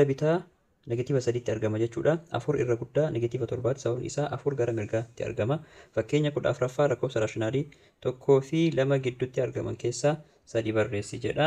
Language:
Oromo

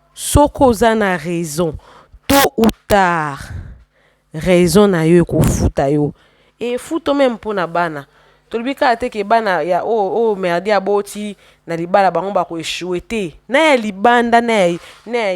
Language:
Lingala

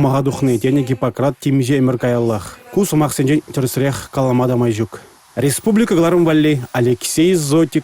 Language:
Chuvash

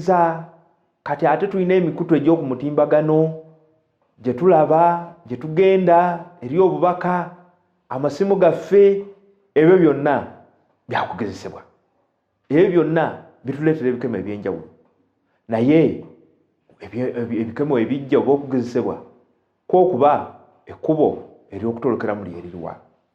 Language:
Ganda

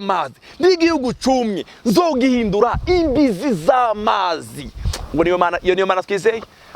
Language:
Rundi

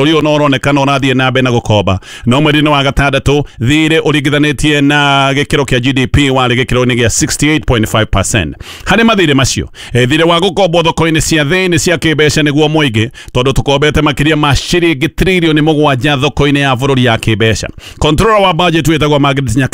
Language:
Kikuyu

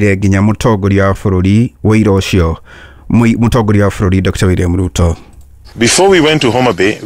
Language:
Kikuyu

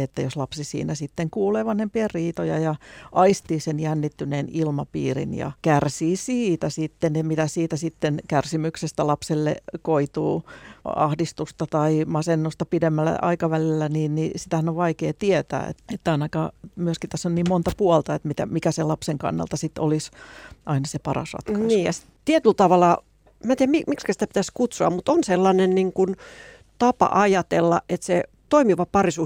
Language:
Finnish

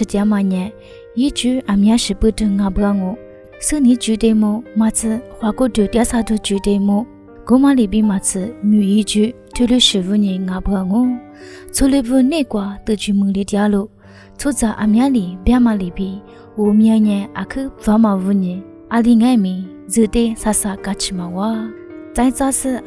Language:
Lisu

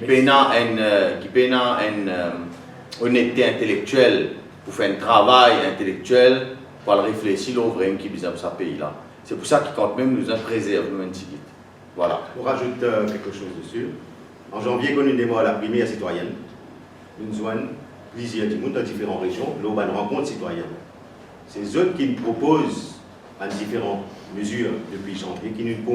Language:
Morisyen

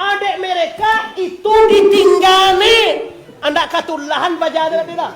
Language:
Minangkabau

